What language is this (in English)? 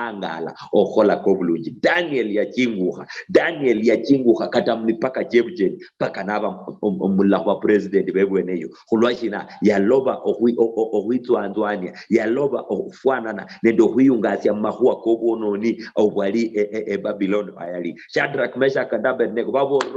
Luyia